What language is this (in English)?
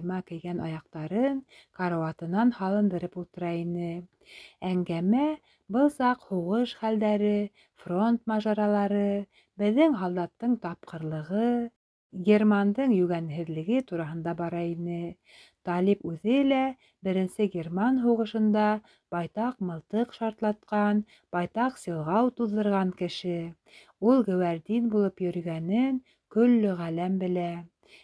Bashkir